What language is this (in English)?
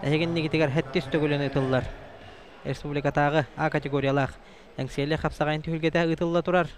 Yakut